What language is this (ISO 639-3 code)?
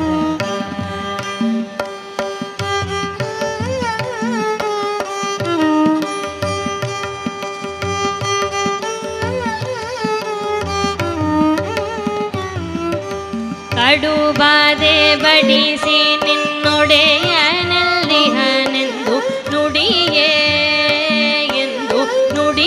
kan